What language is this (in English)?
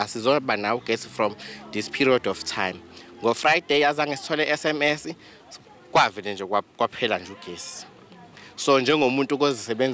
Zulu